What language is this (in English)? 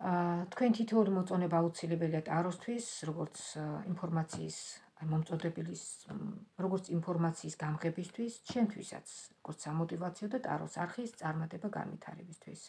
Georgian